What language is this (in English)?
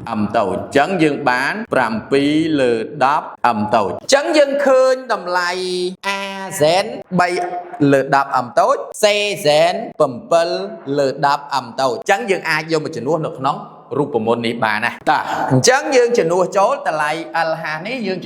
Khmer